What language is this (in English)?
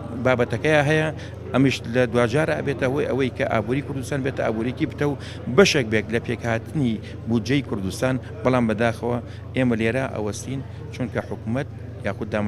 Central Kurdish